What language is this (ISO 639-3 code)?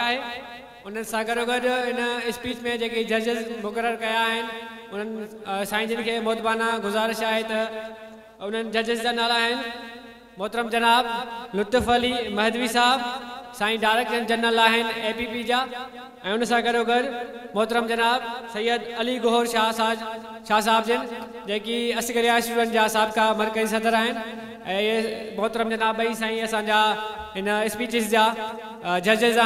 snd